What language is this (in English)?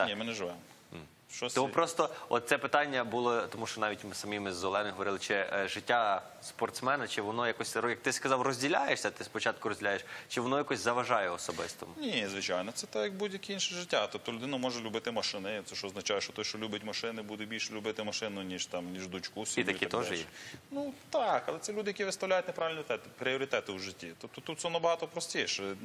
Ukrainian